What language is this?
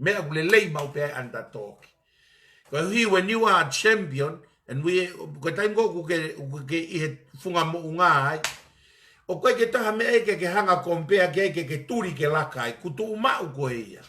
Tongan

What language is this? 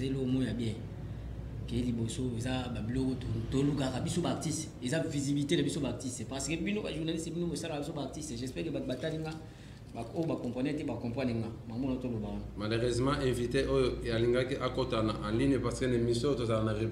Lingala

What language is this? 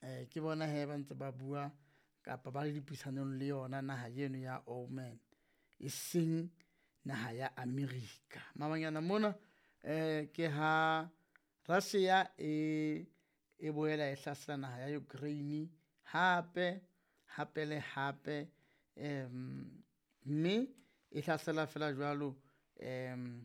Southern Sotho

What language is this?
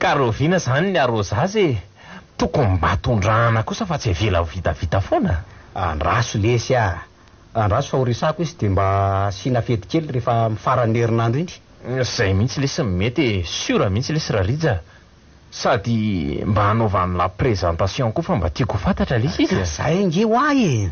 Malagasy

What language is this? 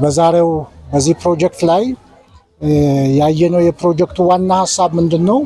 Amharic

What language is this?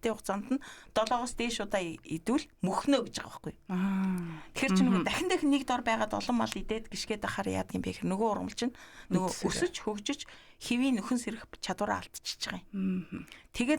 Mongolian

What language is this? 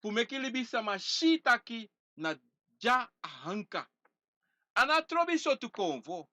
Sranan Tongo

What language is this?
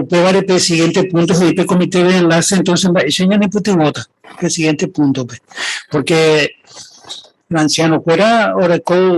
Guarani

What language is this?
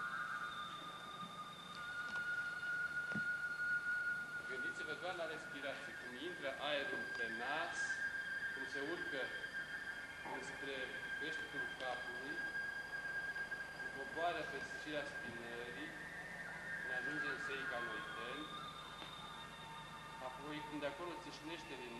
Romanian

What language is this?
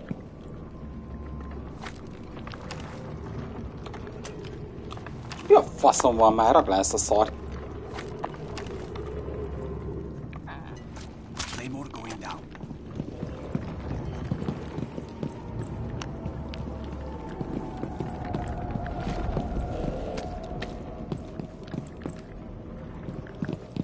Hungarian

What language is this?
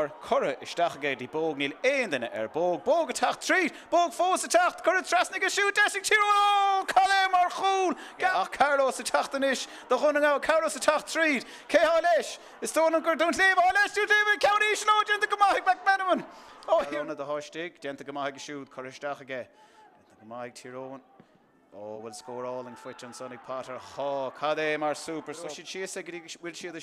Irish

